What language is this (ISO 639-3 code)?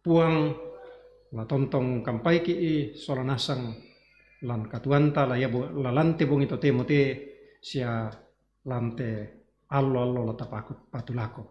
sda